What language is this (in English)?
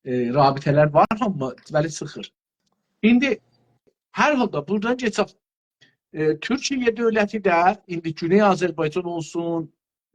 South Azerbaijani